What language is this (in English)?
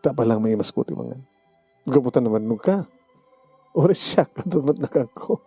Iloko